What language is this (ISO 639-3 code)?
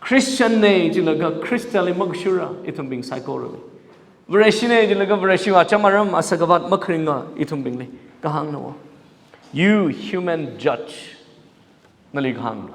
nmf